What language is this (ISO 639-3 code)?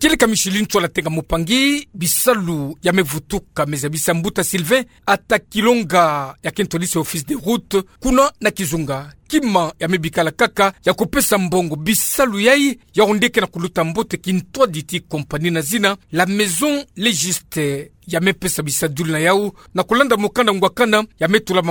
ktu